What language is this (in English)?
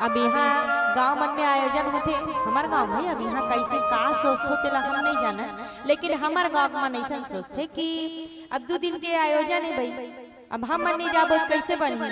Chhattisgarhi